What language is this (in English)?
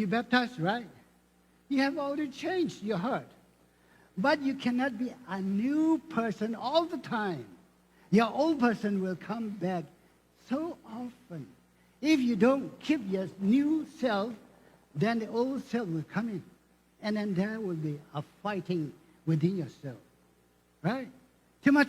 Lisu